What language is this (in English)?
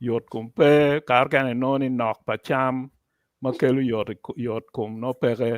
Acoli